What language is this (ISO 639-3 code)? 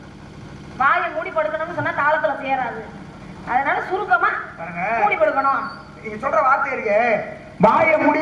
tam